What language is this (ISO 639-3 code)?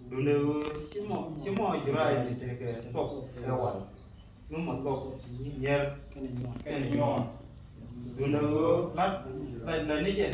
nus